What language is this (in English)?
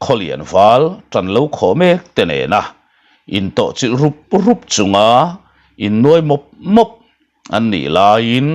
Mizo